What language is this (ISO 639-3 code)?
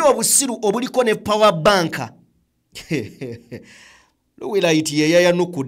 lug